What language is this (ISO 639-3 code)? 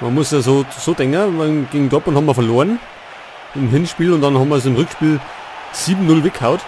bar